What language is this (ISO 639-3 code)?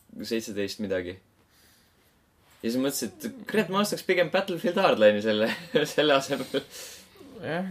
est